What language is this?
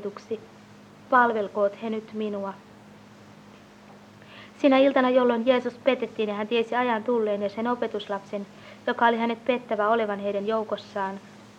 Finnish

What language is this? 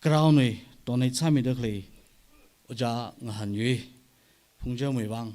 Tangkhul Naga (India)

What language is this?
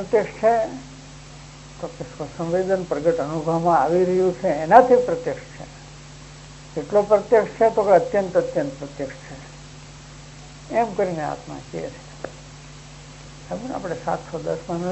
Gujarati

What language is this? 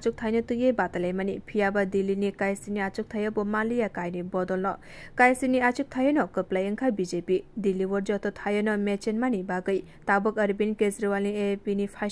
Kok Borok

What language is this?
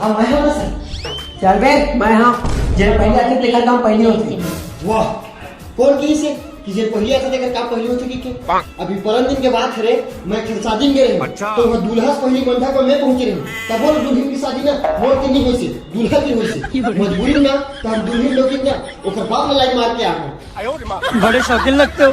Chhattisgarhi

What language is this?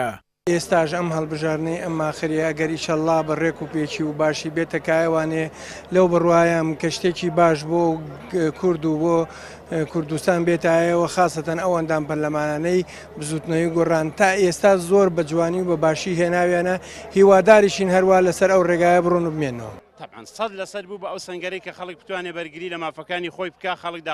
Central Kurdish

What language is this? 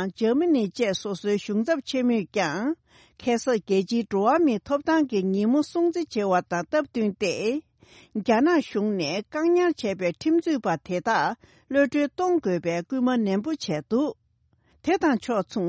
Tibetan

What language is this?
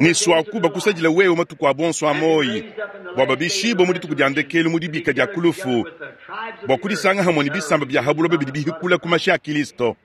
Luba-Lulua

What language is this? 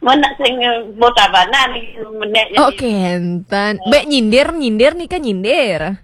Balinese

